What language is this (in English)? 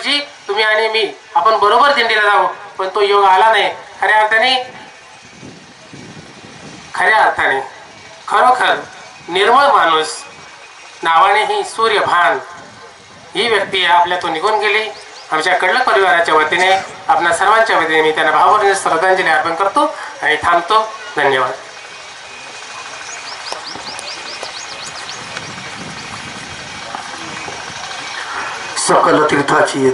Marathi